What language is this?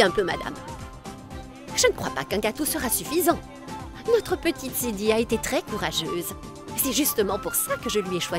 French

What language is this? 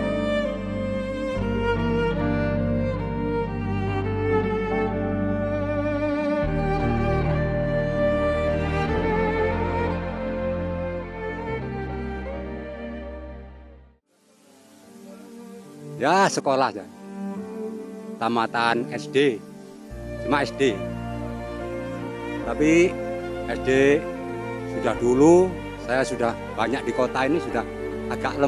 Indonesian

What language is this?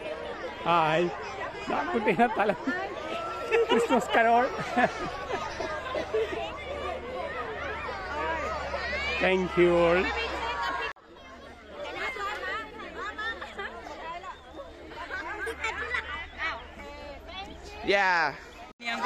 Malayalam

